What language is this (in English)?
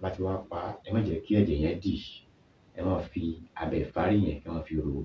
Yoruba